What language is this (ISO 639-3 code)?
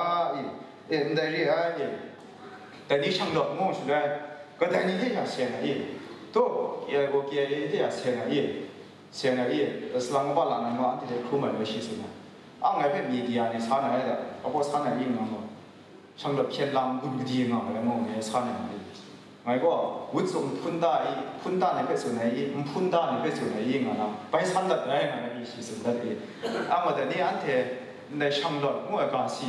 kac